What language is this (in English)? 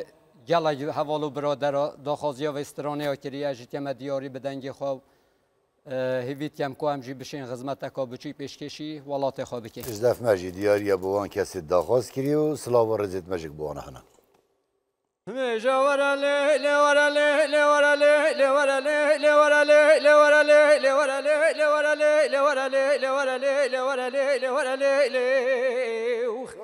Kurdish